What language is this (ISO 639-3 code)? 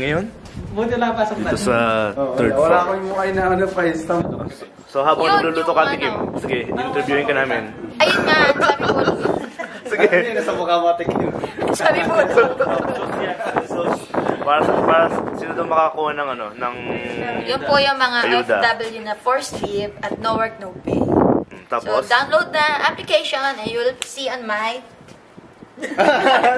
fil